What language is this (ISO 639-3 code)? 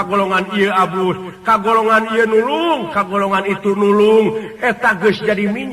sun